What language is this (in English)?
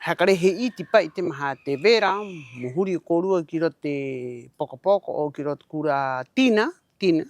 Rapanui